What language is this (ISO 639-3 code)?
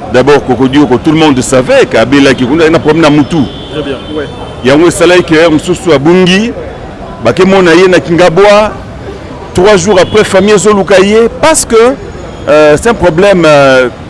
lin